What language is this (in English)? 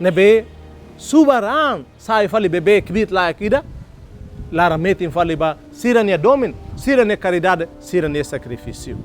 Tetum